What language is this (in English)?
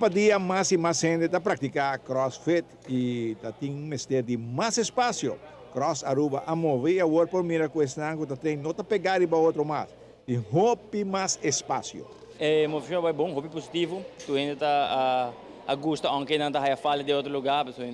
Papiamento